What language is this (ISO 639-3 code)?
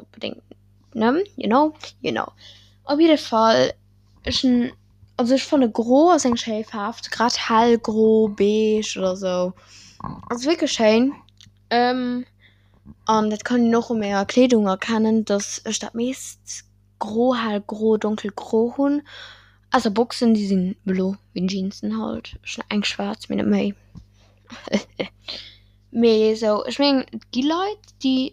ltz